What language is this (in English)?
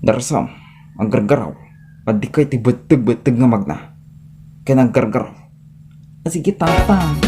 Iloko